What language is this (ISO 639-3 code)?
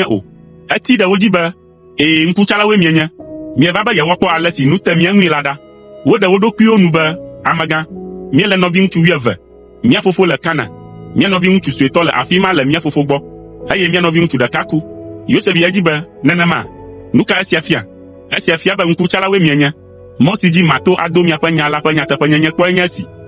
ewe